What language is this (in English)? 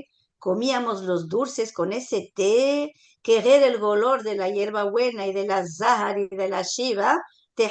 Ladino